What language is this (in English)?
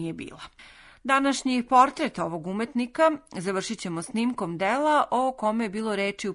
Serbian